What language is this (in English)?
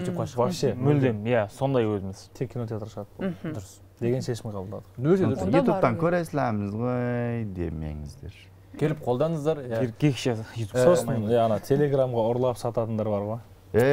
Kazakh